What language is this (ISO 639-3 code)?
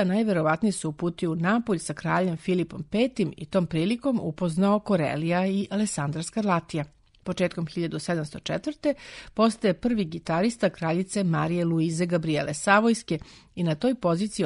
srp